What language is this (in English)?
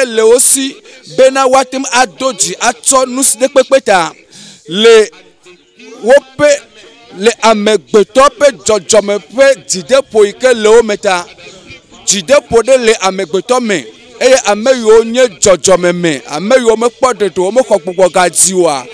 Ewe